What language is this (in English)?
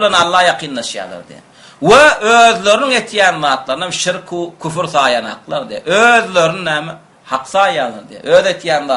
Turkmen